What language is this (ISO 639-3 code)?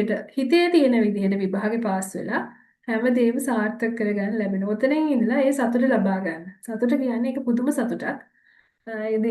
sin